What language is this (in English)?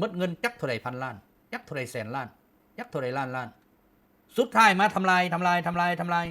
Lao